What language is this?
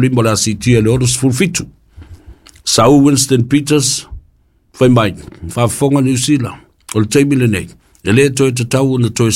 Samoan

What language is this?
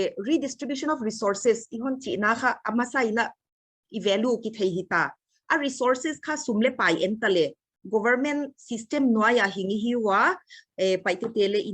Paite Chin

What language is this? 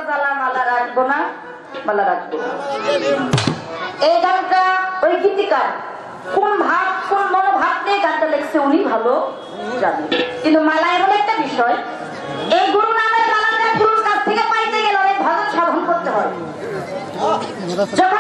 Bangla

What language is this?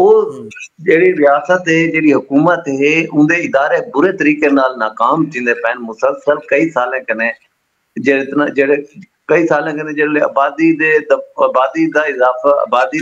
Saraiki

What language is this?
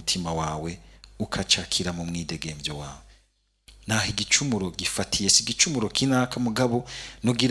Rundi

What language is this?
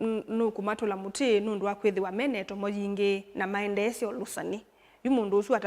Kamba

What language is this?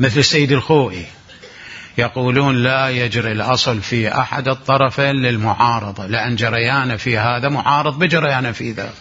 Mesopotamian Arabic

